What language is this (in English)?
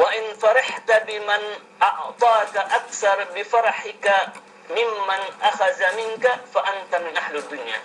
Yakan